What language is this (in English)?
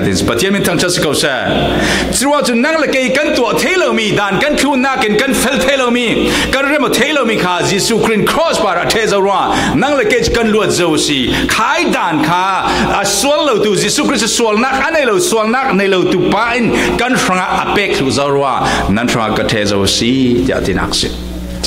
Falam Chin